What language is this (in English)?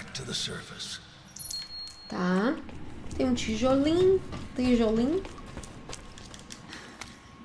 Portuguese